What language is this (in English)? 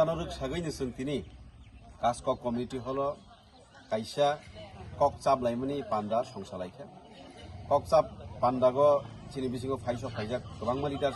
Kok Borok